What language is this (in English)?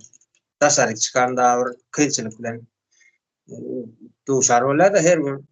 Turkmen